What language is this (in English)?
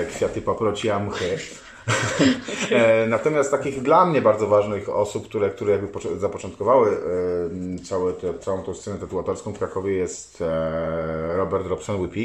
Polish